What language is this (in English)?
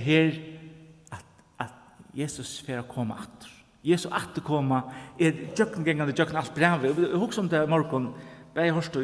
Faroese